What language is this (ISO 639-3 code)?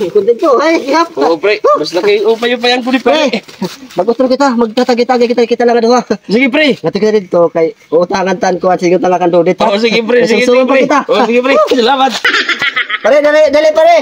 war